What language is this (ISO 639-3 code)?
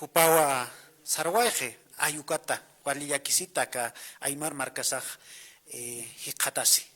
aym